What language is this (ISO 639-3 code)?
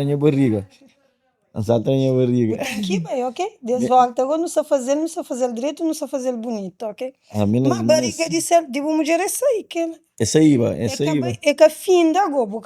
kea